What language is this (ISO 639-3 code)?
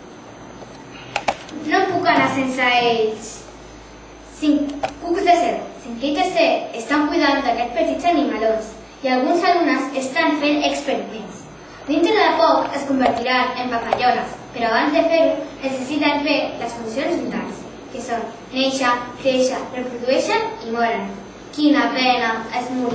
cat